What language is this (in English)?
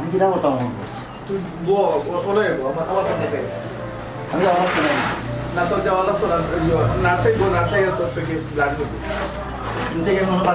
Sylheti